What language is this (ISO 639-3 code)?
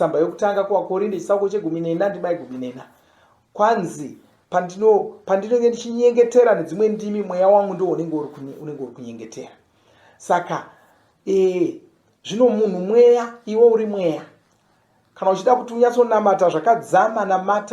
sna